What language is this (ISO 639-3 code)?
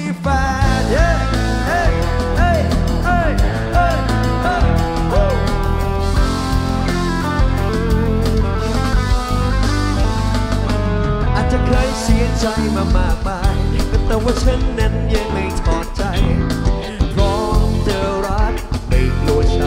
tha